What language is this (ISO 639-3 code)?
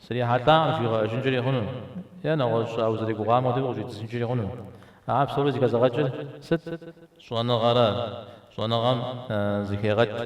kbd